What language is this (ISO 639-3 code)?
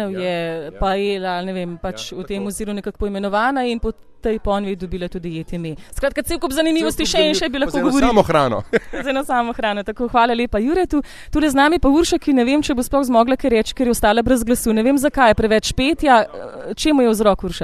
slv